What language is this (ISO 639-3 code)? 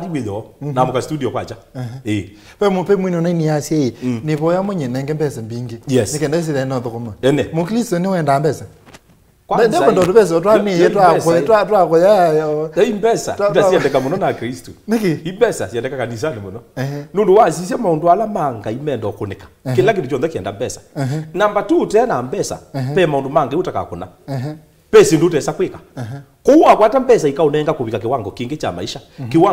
kam